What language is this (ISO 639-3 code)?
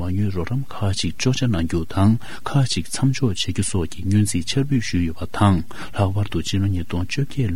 bod